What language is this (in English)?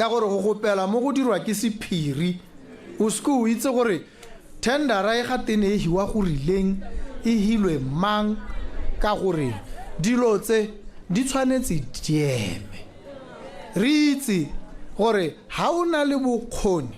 Tswana